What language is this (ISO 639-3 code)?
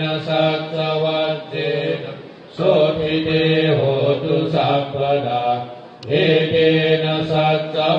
pli